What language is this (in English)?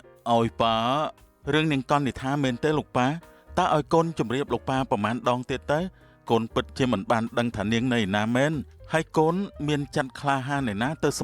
Khmer